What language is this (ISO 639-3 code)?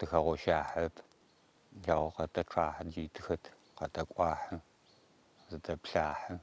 ady